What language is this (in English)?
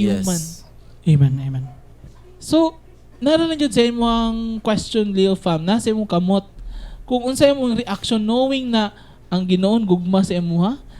Cebuano